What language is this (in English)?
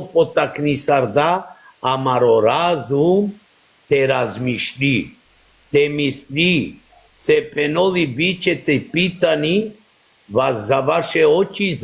Balkan Romani